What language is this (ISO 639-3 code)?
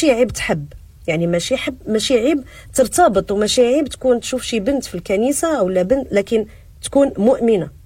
ary